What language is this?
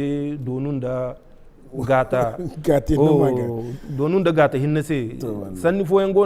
Zarma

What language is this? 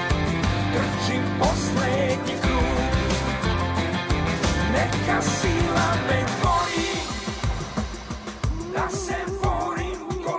Serbian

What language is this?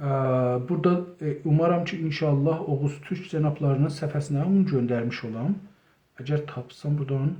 South Azerbaijani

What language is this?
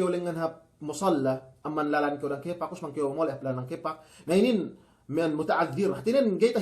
Yakan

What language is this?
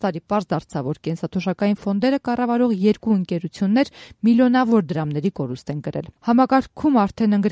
Armenian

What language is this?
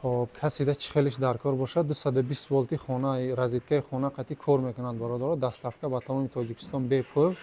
Tajik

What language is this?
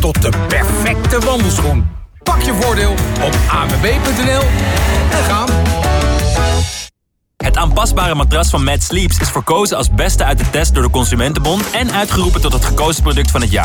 Dutch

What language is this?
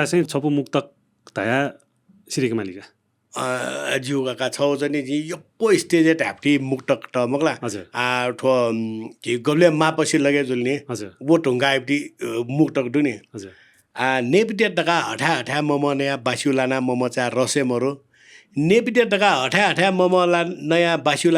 Newari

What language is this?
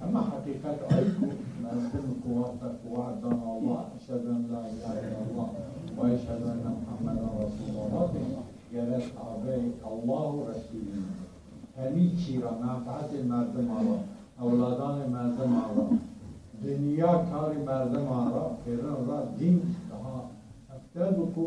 Zaza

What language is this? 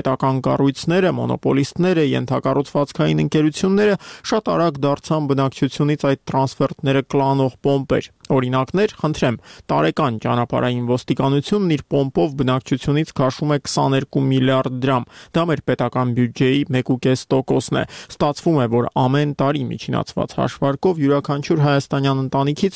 Armenian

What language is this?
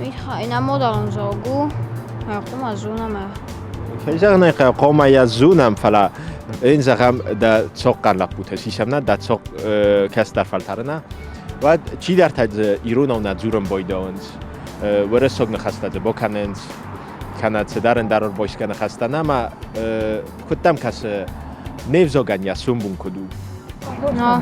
Ossetic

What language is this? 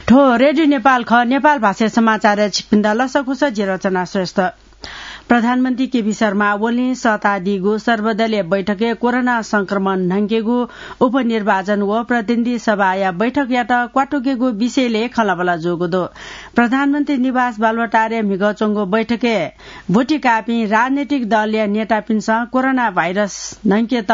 Newari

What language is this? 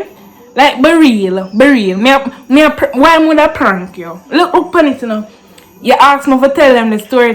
Jamaican Creole English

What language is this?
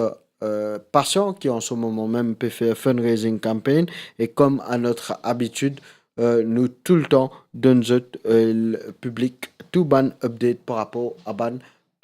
Morisyen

